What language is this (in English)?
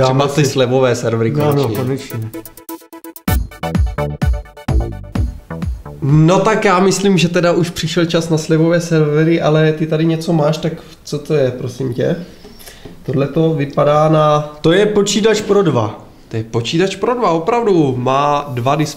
Czech